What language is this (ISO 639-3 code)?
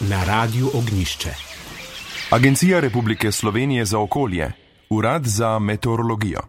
slv